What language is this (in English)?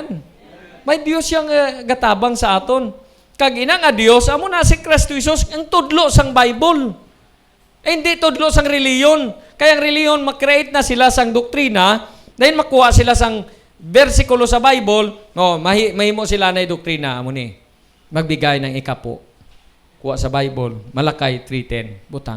Hiligaynon